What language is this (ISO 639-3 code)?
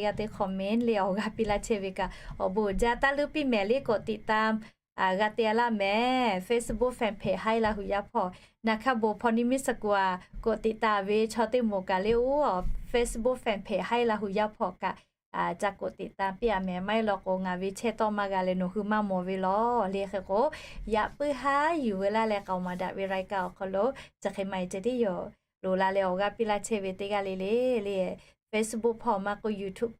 lhu